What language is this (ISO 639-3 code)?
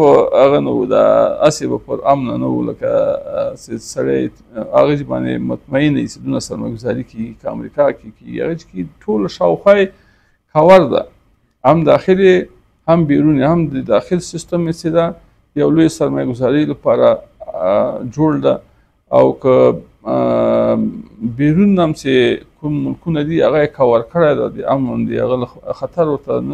pus